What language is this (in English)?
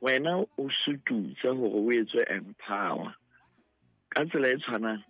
Southern Sotho